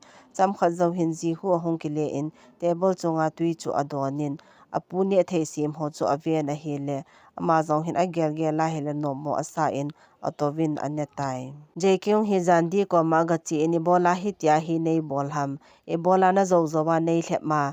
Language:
Thado Chin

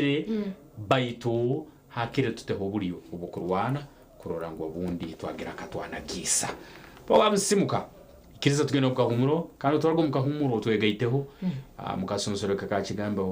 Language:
Nyankole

